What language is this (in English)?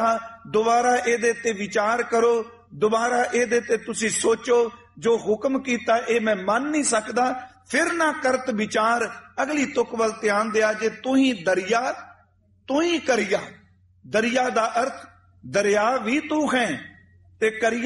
Punjabi